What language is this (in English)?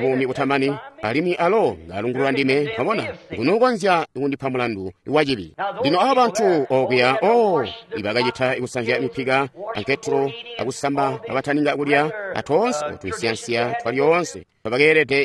Tonga (Zambia)